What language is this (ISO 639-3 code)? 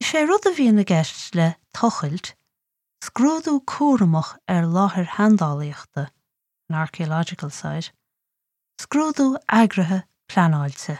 gle